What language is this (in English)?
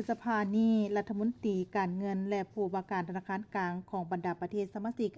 Lao